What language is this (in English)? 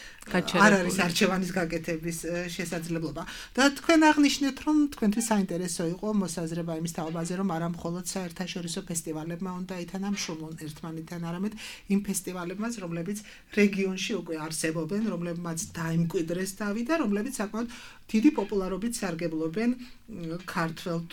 Georgian